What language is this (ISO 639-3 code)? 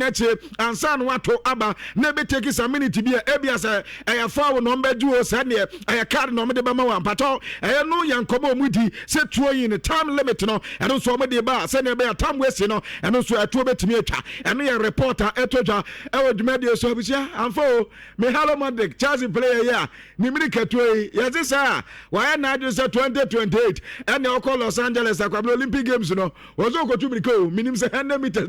aka